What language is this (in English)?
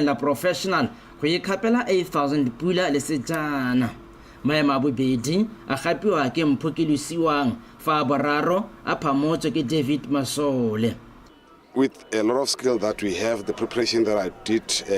Tswana